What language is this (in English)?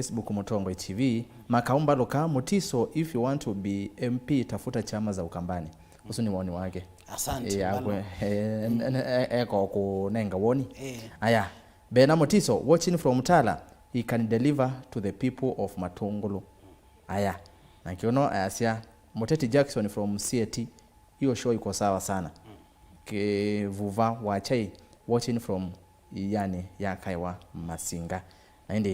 Kamba